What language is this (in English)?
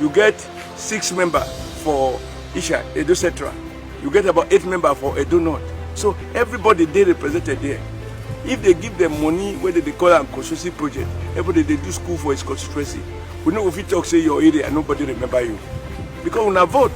Nigerian Pidgin